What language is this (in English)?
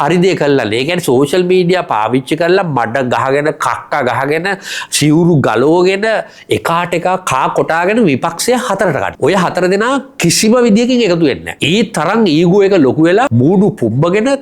Sinhala